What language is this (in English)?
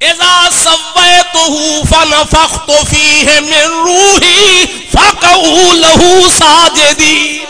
Saraiki